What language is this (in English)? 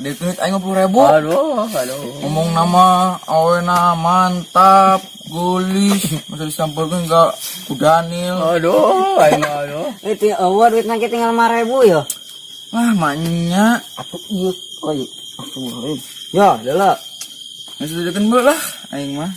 Sundanese